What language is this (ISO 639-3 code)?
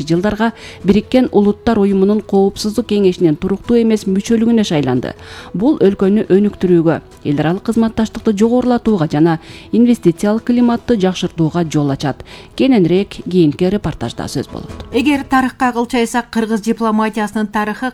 kir